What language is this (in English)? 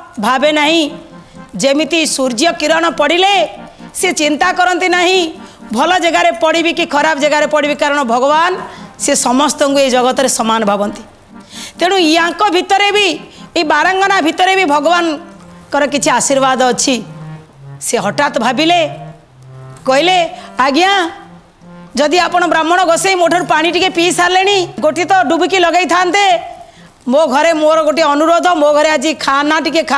Odia